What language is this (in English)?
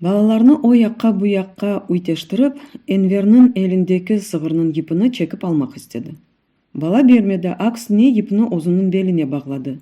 Crimean Tatar